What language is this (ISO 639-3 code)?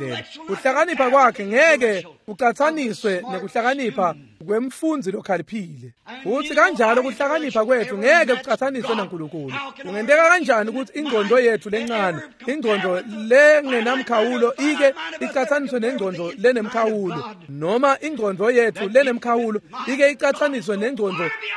ssw